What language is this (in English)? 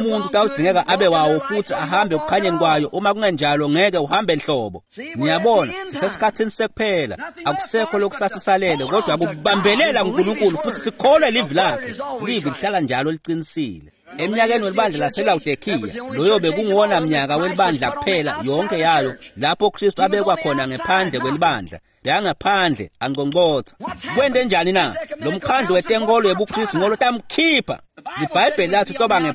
Swati